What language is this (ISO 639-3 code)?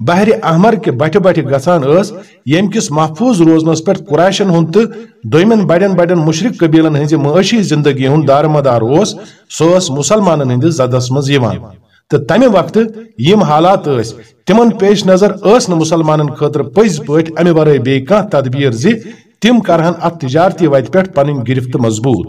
kas